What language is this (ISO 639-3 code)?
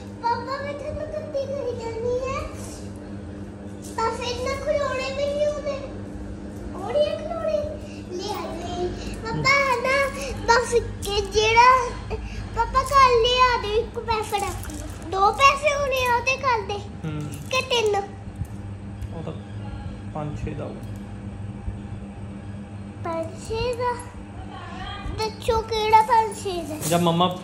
pan